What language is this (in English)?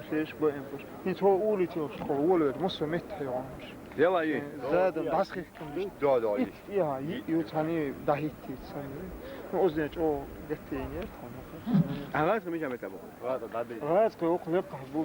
Chechen